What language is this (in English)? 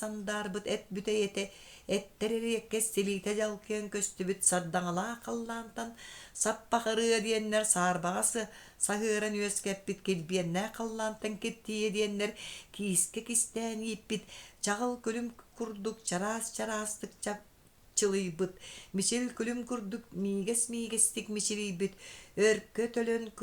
Yakut